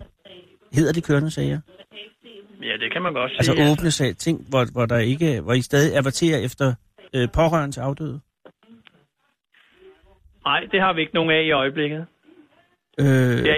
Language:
Danish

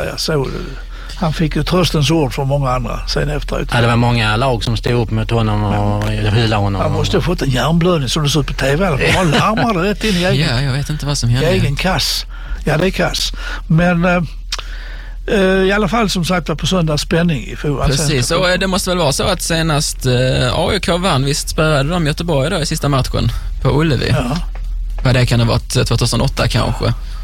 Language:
Swedish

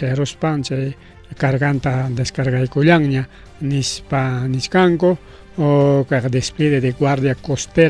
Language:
Ayacucho Quechua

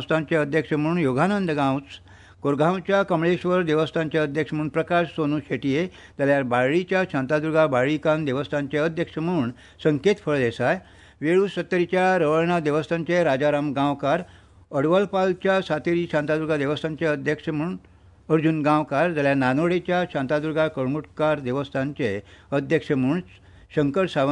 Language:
Konkani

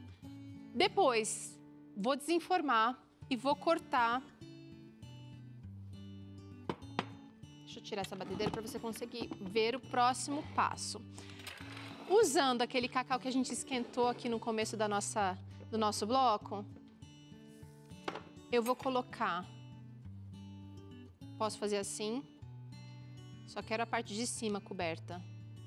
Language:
Portuguese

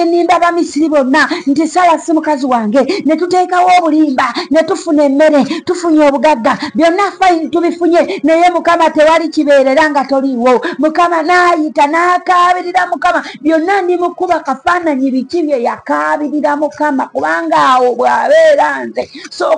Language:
Ganda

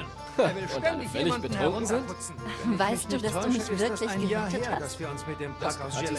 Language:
Bavarian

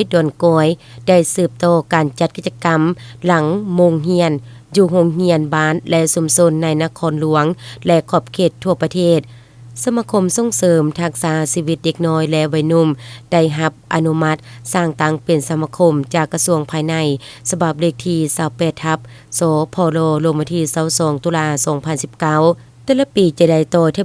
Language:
Lao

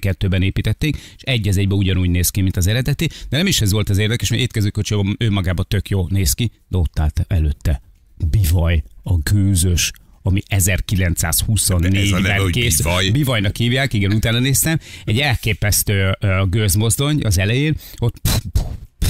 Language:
Hungarian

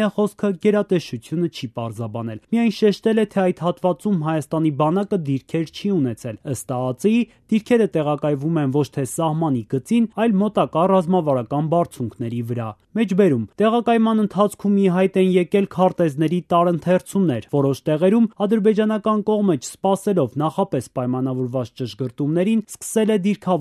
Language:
Armenian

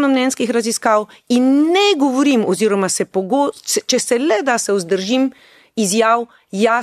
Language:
Slovenian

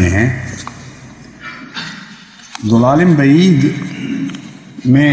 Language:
Urdu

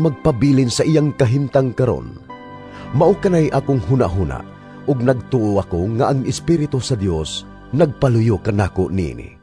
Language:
Cebuano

